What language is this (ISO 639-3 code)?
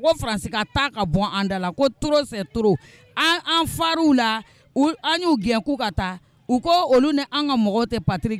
bam